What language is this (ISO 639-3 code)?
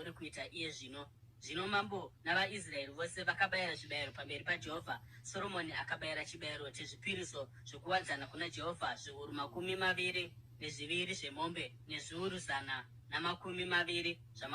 sna